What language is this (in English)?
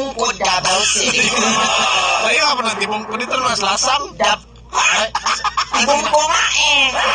Cebuano